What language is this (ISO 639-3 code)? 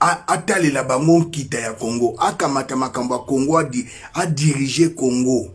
lin